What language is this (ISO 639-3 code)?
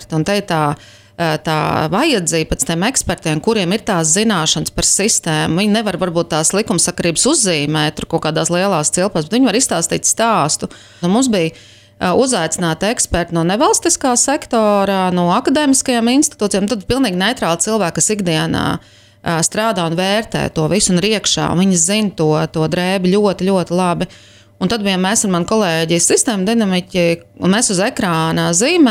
lav